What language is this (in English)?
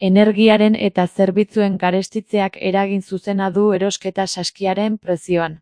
Basque